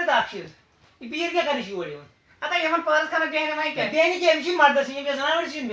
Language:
Kashmiri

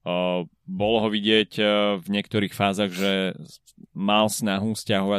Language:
Slovak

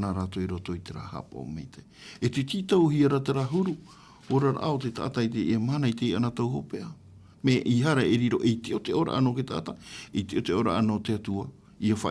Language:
Tahitian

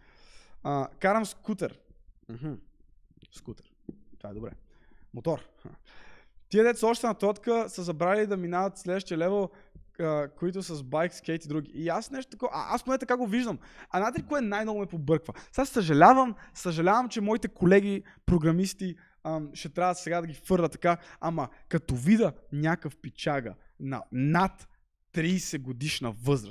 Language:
Bulgarian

